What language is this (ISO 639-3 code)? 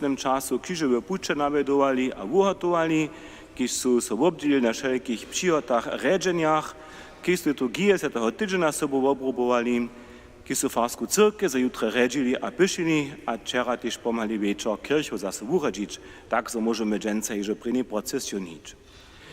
hsb